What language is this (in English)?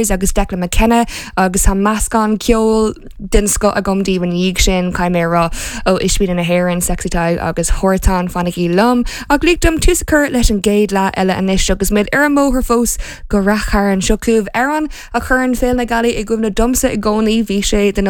Irish